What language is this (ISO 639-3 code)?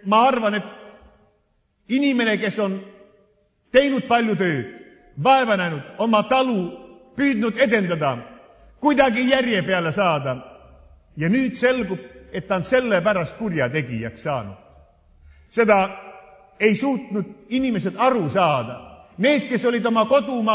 est